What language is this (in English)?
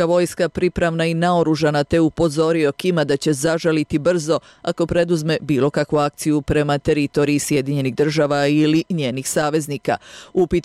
Bosnian